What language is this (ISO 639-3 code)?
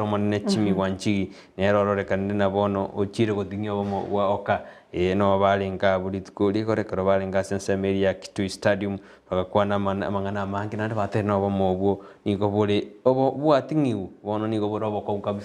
guz